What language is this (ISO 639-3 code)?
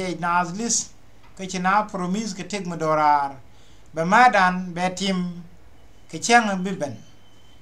nus